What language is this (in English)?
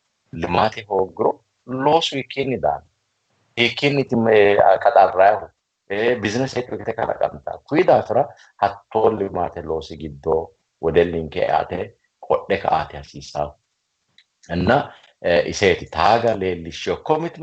Sidamo